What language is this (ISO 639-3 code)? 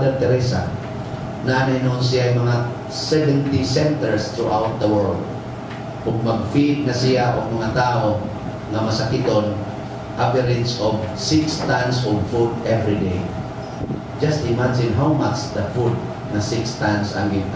ceb